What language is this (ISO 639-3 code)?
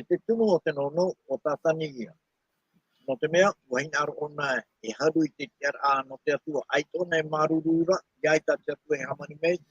tah